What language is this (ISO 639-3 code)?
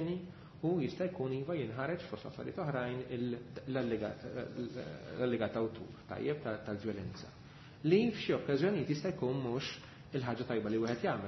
mlt